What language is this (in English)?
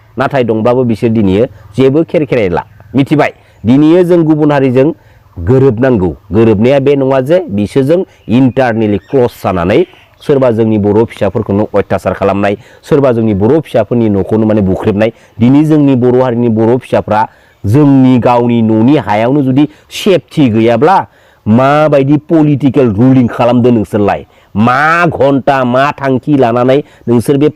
Bodo